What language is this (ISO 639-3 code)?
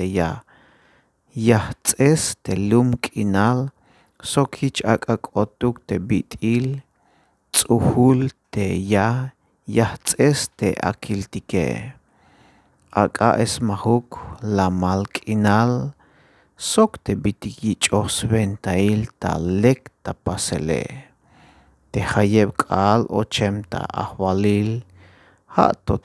tzh